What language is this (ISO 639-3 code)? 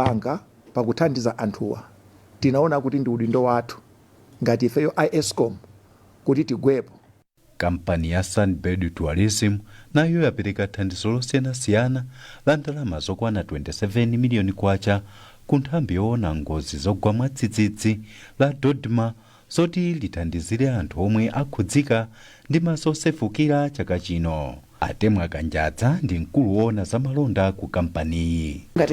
nya